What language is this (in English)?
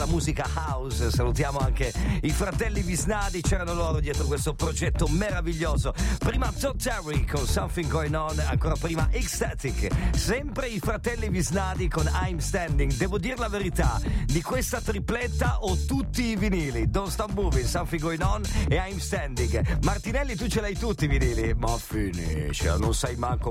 Italian